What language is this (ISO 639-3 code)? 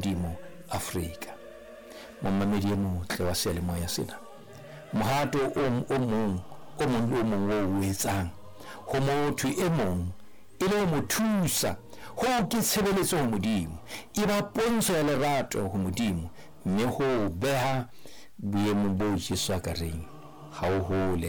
sot